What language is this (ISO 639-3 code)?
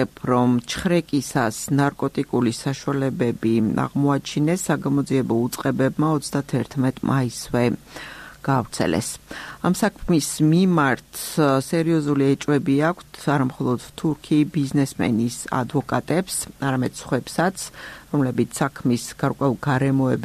kat